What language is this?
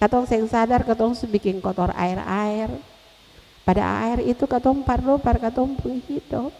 Ambonese Malay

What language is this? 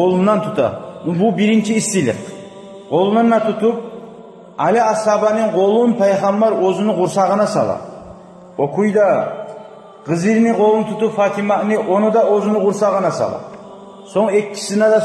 Kumyk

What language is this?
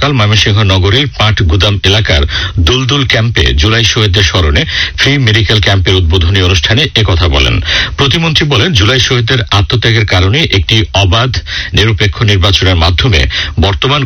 Bangla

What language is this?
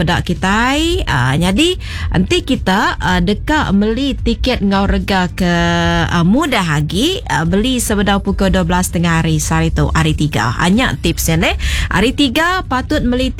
Iban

